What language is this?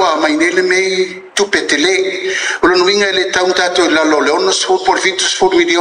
Samoan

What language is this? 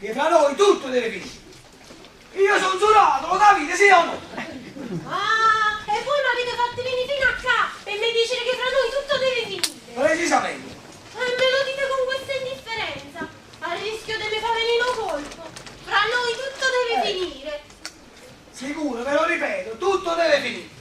Neapolitan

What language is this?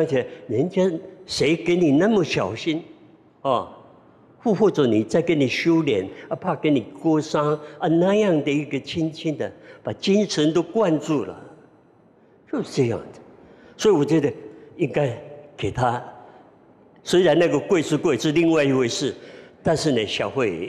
Chinese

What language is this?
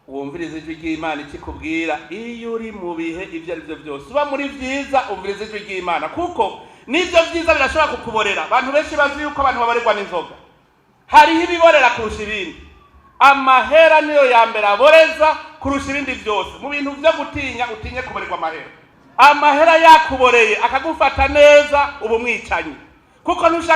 Rundi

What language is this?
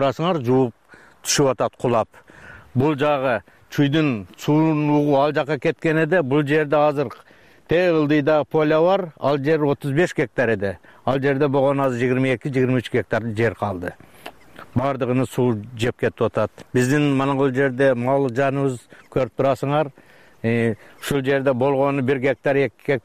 Kyrgyz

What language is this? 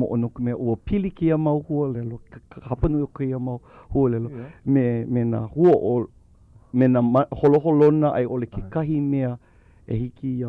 Hawaiian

